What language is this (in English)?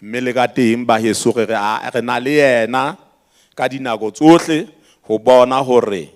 Southern Sotho